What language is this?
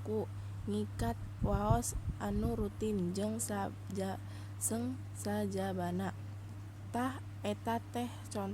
Sundanese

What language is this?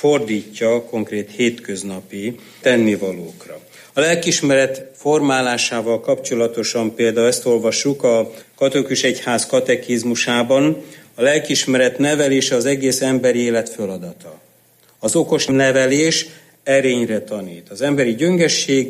Hungarian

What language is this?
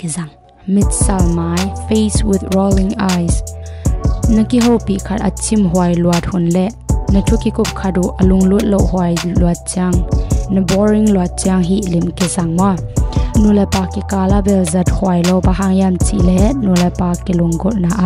Tedim Chin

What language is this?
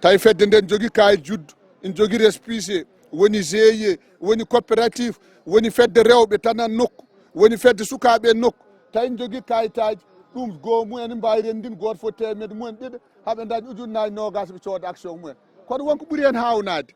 Fula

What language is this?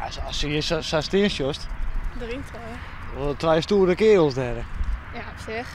Western Frisian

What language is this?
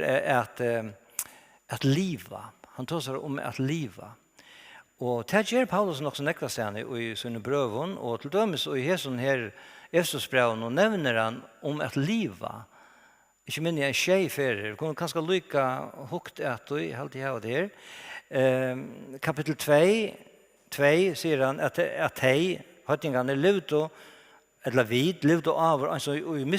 Faroese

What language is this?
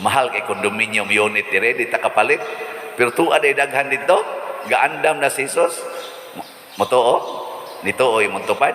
Cebuano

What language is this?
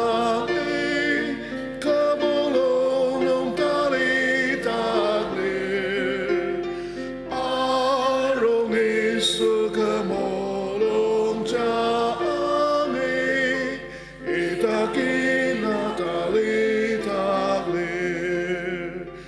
Ao Naga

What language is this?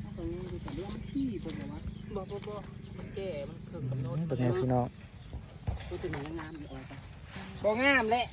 Northeastern Thai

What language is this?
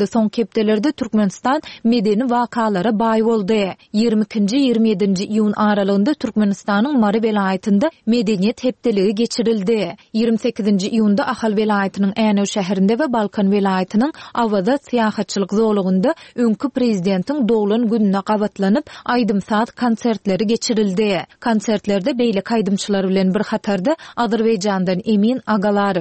Turkmen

